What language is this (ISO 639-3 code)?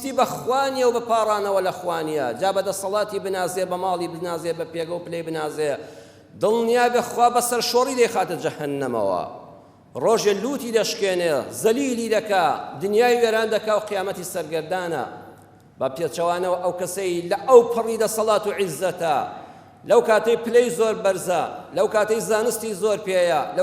ckb